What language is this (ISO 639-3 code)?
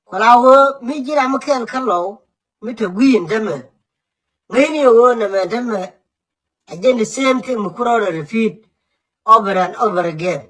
nus